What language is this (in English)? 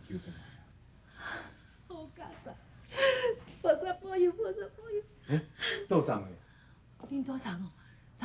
Min Nan Chinese